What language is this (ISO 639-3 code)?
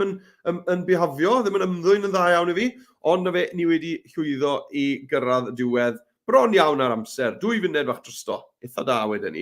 cym